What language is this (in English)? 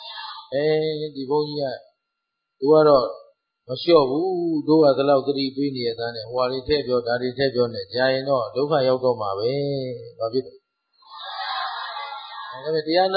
Burmese